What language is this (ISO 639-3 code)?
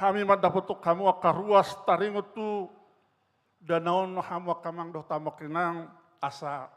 bbc